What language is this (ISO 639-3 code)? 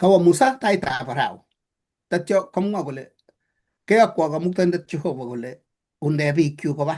kln